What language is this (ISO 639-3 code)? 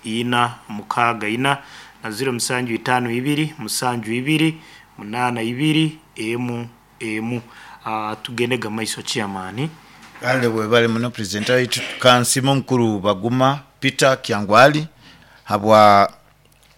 nyo